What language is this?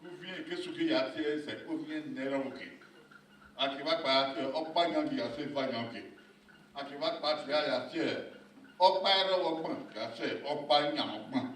Bini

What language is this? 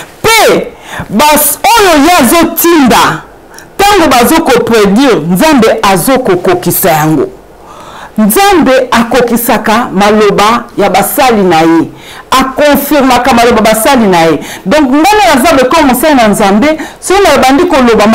Lingala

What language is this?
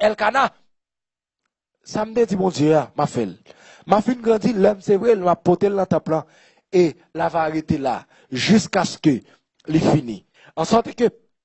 French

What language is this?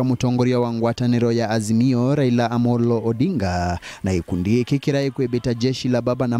Meru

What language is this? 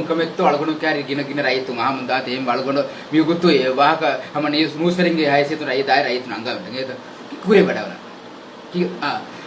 Divehi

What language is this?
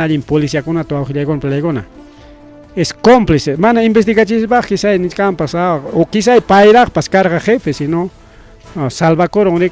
Ayacucho Quechua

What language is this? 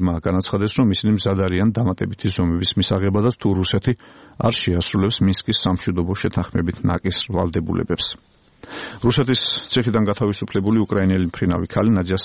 Georgian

